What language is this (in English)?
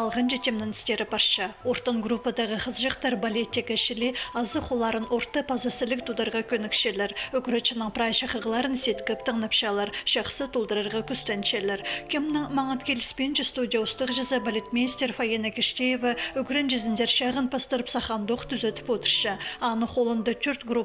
Khakas